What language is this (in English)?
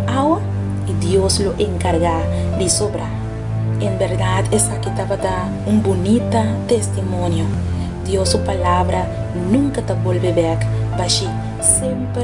Papiamento